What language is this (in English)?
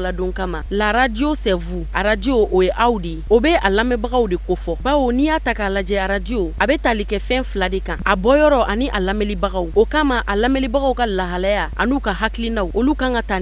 Bambara